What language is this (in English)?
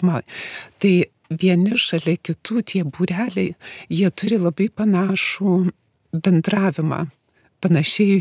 Lithuanian